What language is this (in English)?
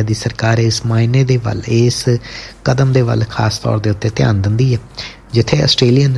Punjabi